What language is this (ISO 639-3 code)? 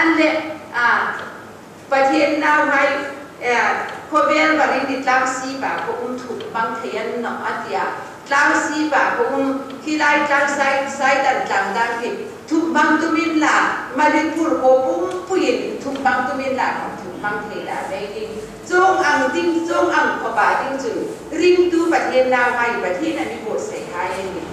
hmr